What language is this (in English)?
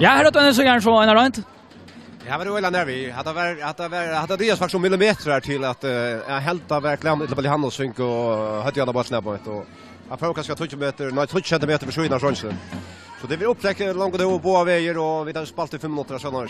Faroese